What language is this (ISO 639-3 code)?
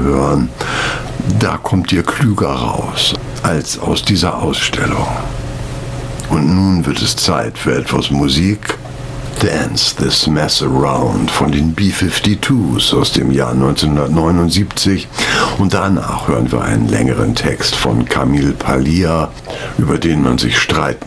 deu